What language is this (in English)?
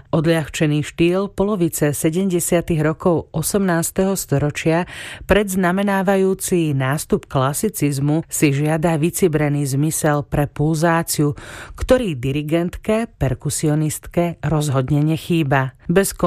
Slovak